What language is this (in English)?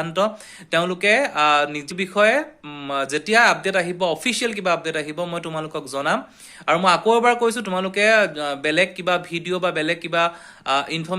Assamese